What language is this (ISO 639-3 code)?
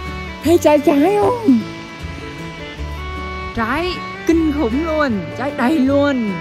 vie